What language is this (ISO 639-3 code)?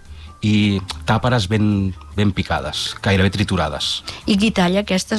cat